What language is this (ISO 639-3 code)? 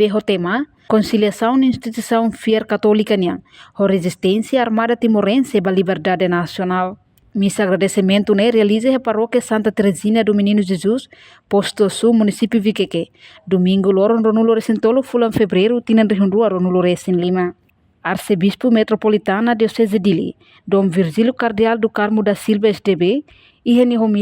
tet